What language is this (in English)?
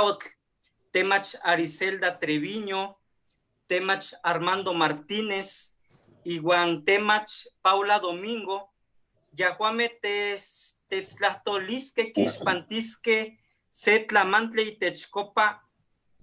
Eastern Huasteca Nahuatl